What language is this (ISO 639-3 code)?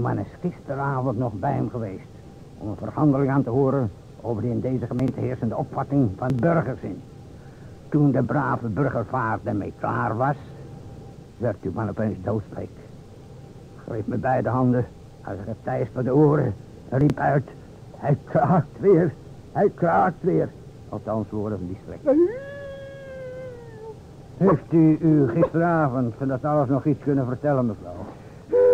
nld